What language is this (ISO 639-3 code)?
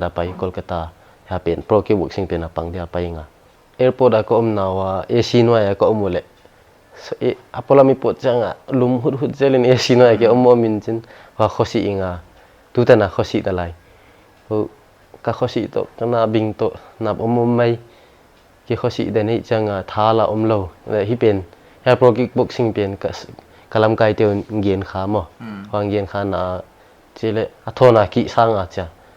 pck